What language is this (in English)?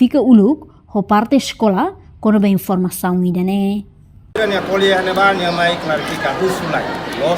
Tetum